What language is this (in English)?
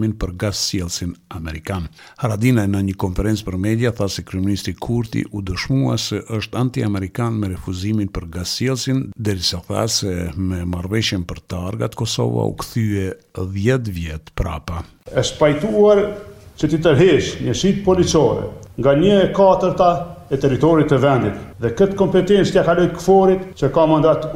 Albanian